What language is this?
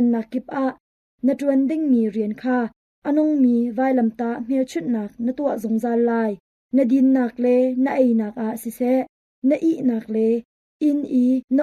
Hakha Chin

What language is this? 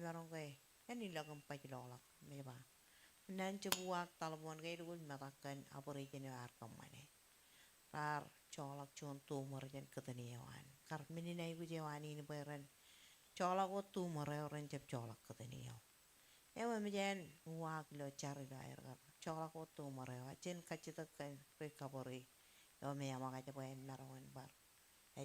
Marshallese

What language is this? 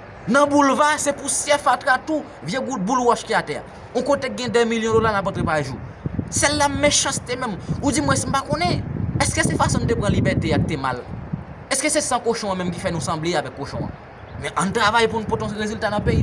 Haitian Creole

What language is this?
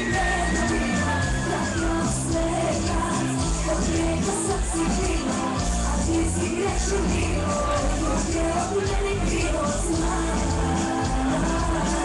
Croatian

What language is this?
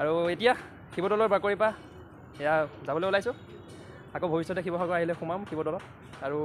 Assamese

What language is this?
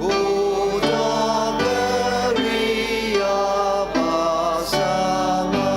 Ao Naga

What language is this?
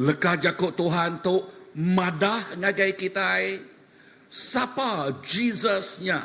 Iban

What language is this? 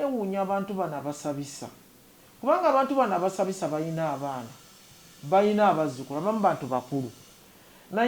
Ganda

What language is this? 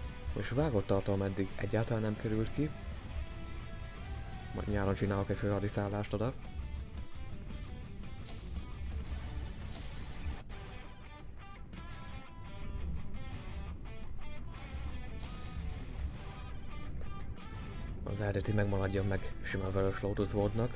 Hungarian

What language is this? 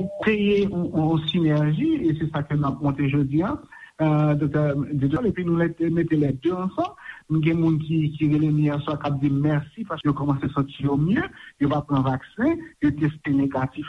Haitian Creole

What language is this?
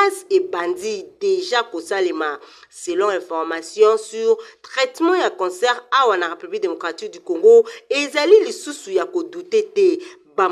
Lingala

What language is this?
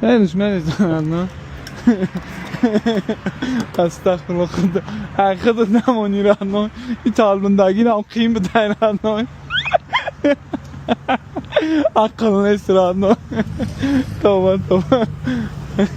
Tajik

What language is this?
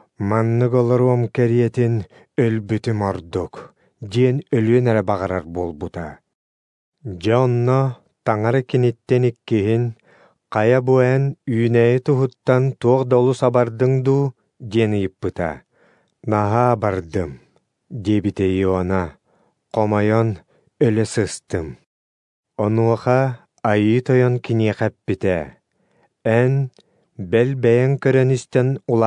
Yakut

